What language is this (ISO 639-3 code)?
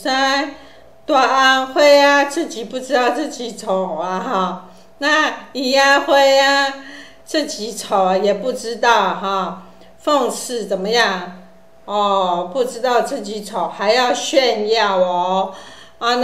nan